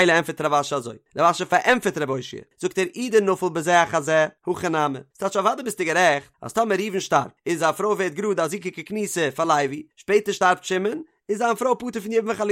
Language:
Yiddish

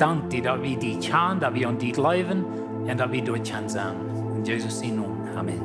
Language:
Plautdietsch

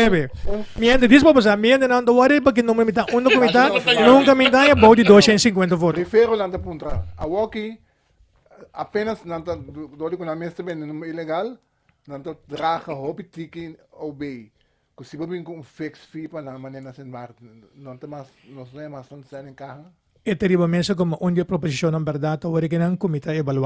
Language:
Papiamento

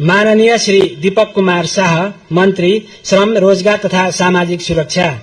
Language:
Nepali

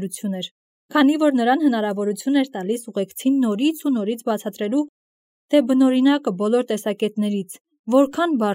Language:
Armenian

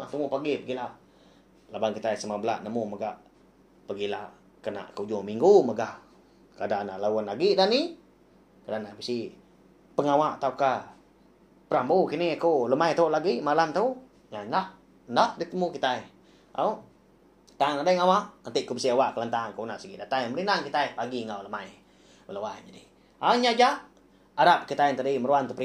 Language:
Iban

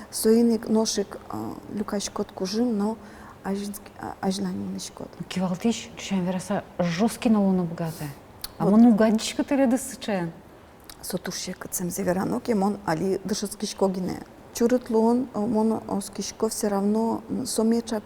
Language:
Udmurt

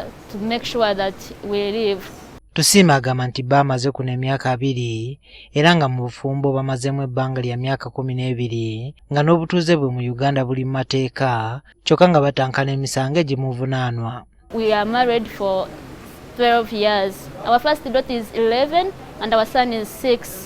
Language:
Ganda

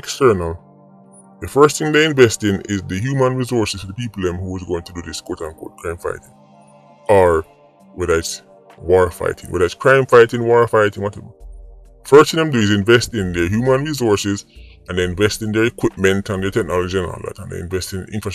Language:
Jamaican Creole English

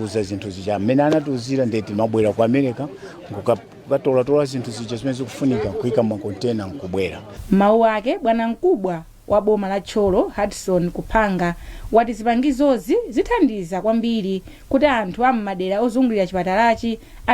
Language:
Nyanja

